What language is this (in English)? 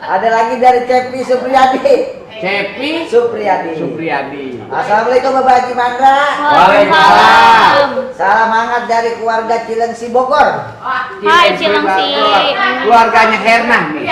Betawi